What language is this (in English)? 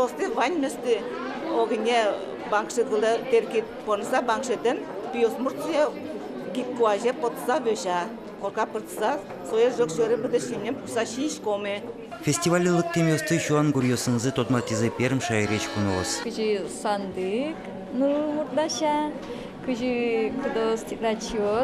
Udmurt